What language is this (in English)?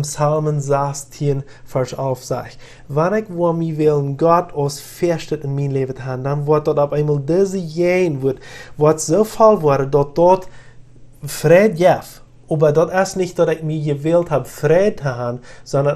Plautdietsch